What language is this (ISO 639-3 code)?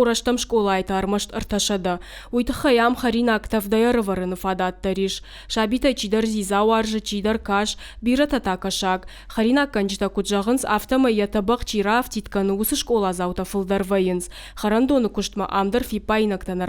oss